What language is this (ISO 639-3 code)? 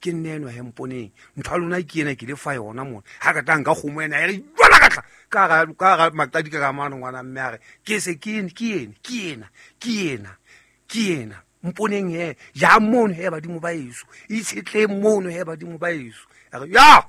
sot